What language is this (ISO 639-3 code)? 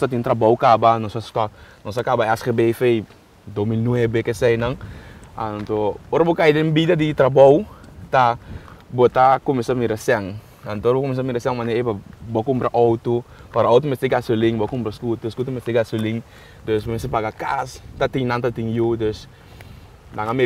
pap